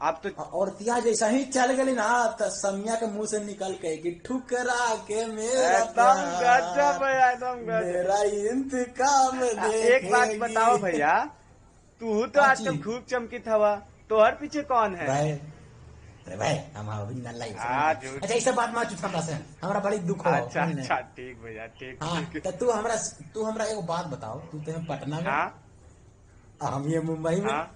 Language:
Magahi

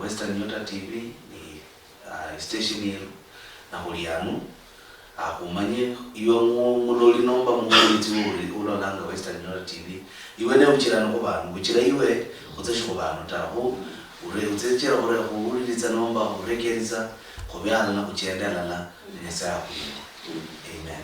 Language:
Luyia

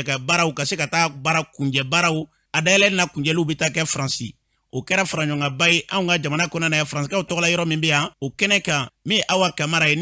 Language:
Bambara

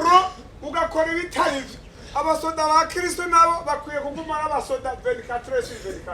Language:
Rundi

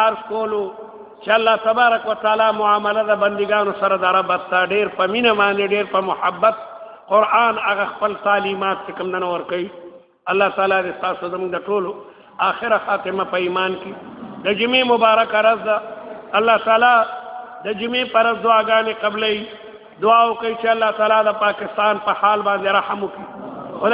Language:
Pashto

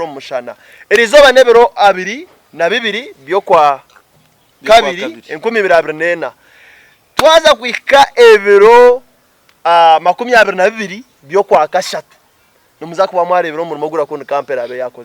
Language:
Nyankole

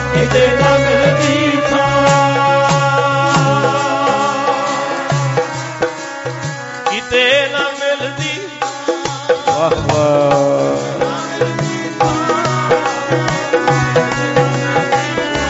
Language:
Punjabi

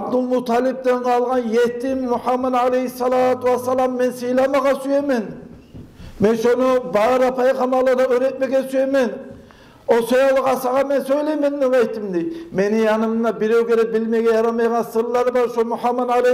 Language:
Kumyk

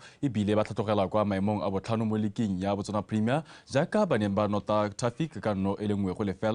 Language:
Tswana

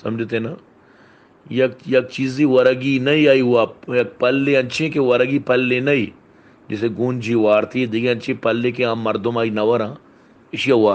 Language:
Baluchi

